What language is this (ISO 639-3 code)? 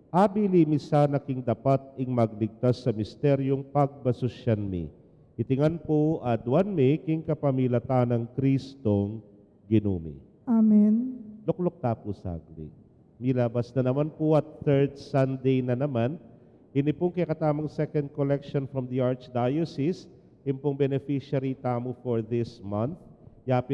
pam